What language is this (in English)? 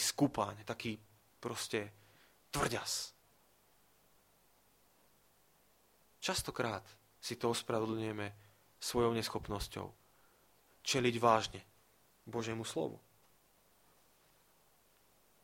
Slovak